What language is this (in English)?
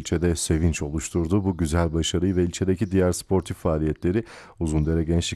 Turkish